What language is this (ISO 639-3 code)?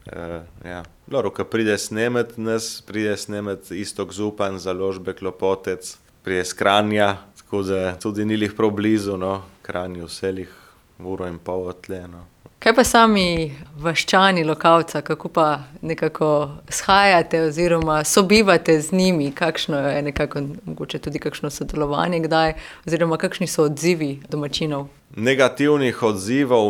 slv